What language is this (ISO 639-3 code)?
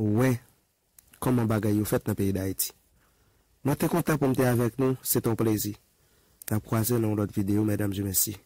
hat